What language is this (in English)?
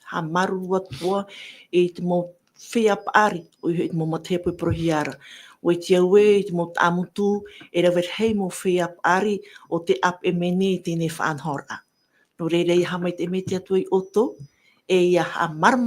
Tahitian